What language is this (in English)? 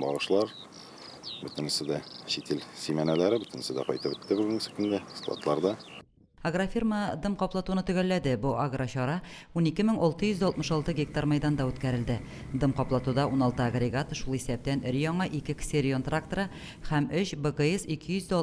Tatar